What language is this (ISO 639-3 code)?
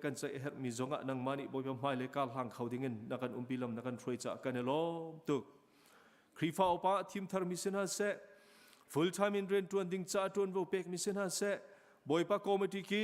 cnh